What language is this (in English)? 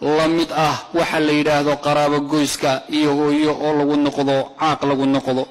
Somali